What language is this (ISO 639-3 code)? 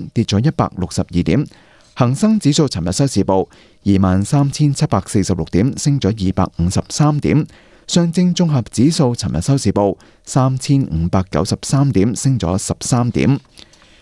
yue